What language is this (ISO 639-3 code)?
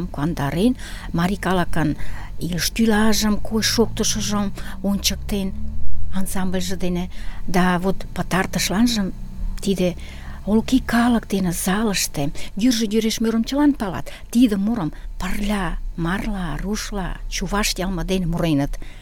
chm